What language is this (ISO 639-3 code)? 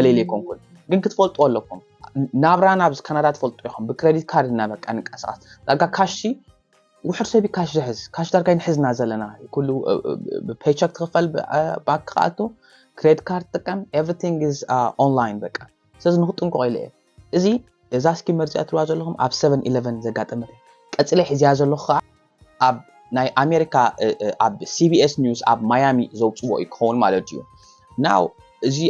tir